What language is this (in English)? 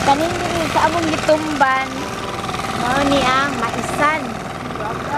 Cebuano